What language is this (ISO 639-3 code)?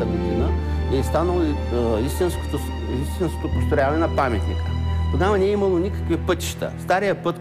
bul